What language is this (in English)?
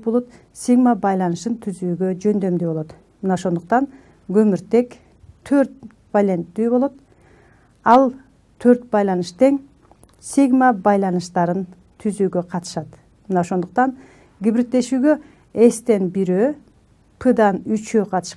Kyrgyz